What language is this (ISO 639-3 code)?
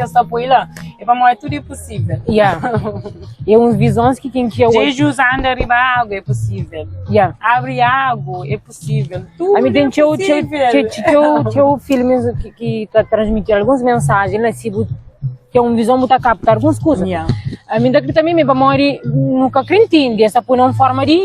kea